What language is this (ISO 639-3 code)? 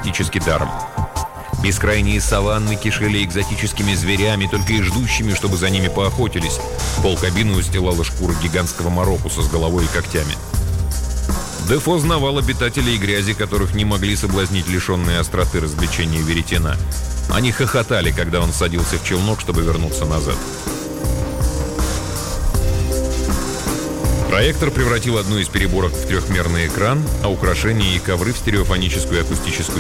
rus